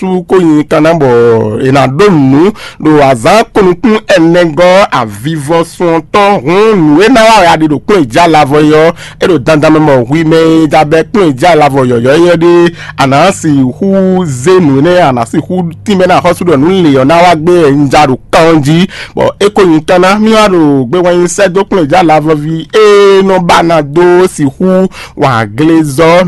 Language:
Fon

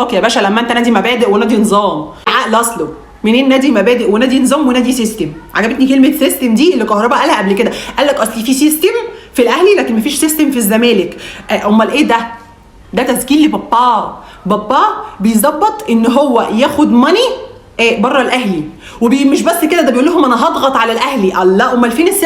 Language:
Egyptian Arabic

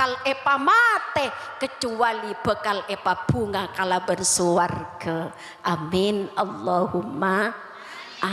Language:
Madurese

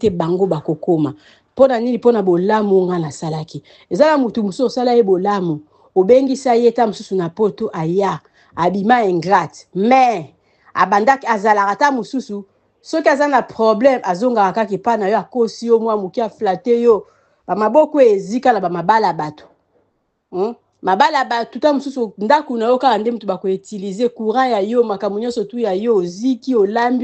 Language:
Lingala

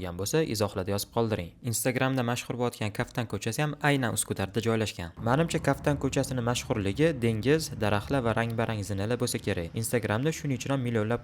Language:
Uzbek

